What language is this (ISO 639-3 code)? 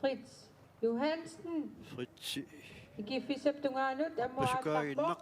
kal